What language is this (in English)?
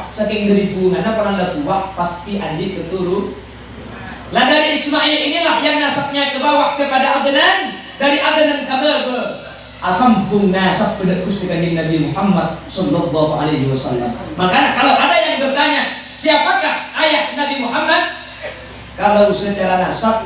Madurese